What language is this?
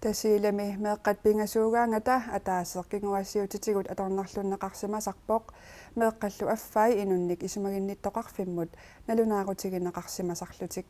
Kalaallisut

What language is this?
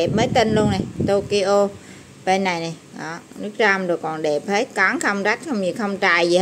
Vietnamese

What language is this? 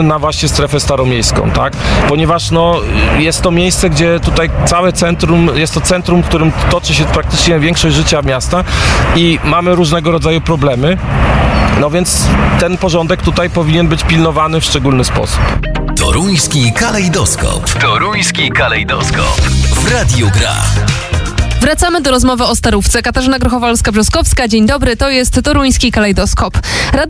Polish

